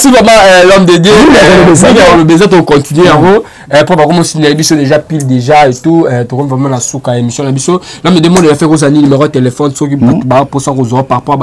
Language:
Lingala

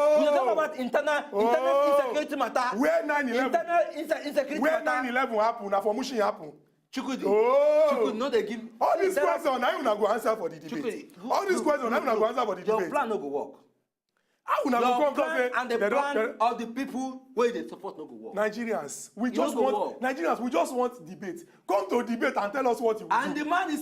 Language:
Nigerian Pidgin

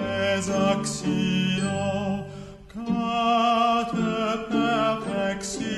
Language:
Estonian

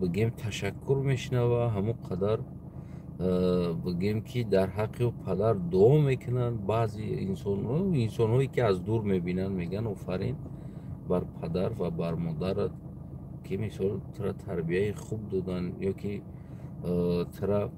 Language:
Tajik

